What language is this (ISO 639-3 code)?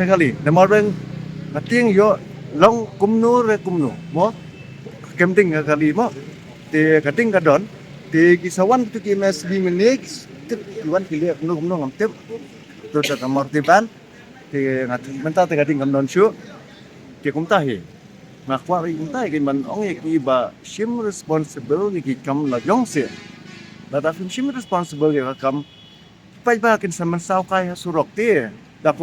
kha